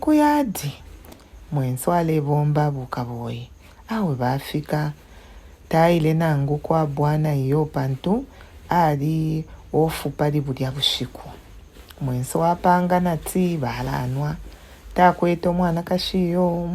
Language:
Bemba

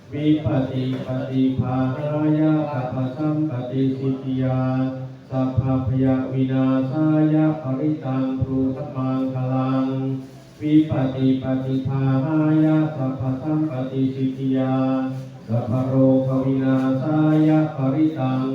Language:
Pali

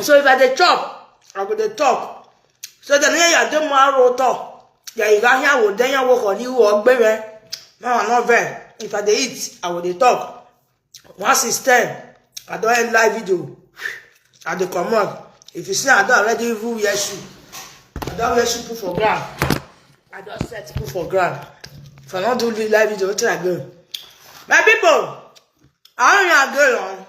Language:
Nigerian Pidgin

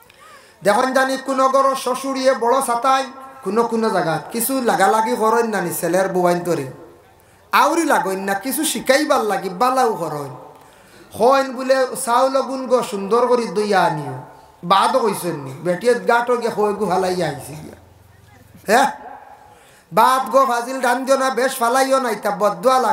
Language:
Sylheti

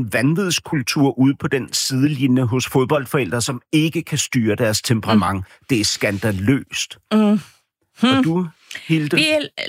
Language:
Danish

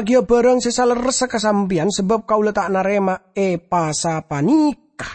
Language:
Madurese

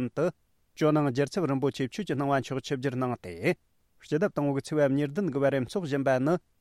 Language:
Tibetan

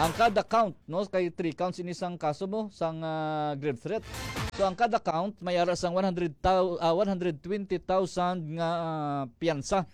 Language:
Hiligaynon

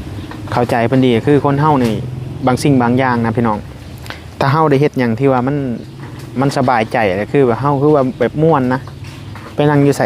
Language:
Northeastern Thai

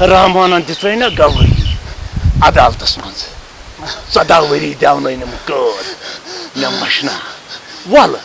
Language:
Kashmiri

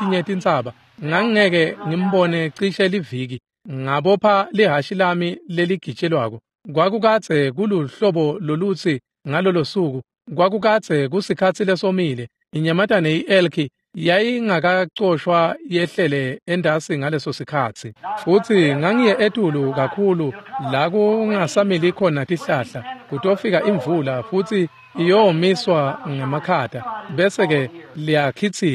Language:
Swati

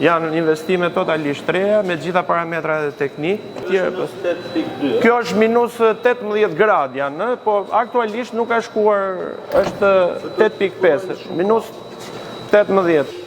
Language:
Albanian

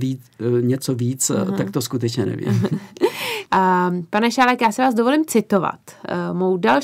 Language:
Czech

